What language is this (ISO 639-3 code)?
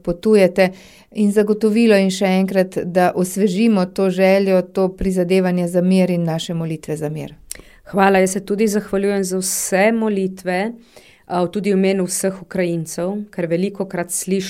slv